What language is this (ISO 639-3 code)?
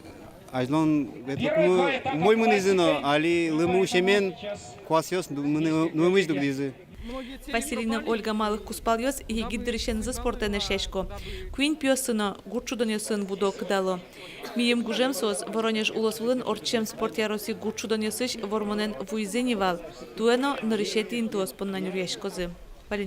udm